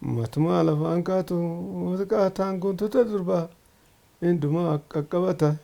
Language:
Oromo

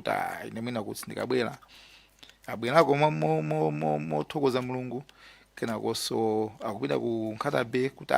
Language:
Nyanja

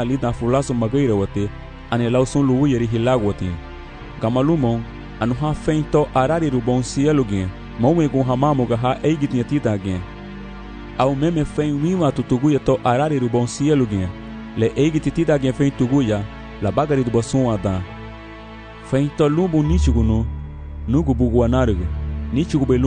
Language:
Garifuna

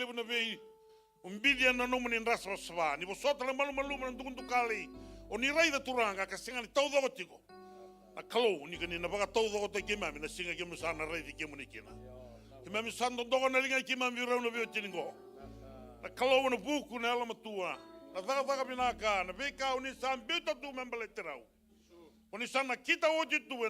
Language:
Fijian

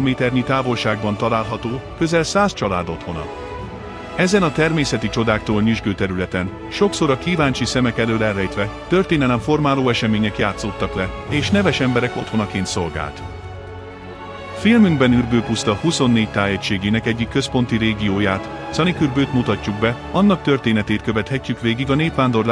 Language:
Hungarian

